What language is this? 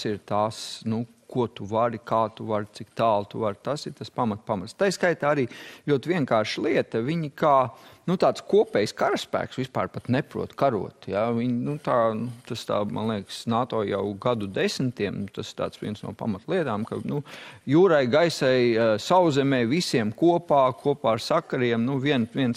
Latvian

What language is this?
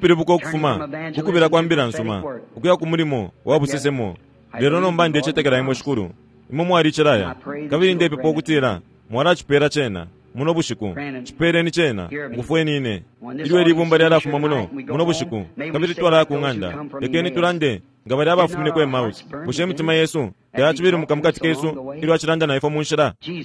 Bemba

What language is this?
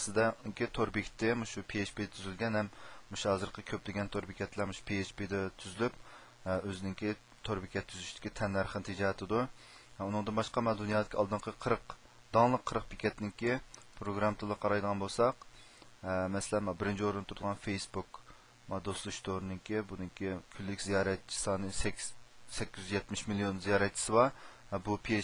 Uyghur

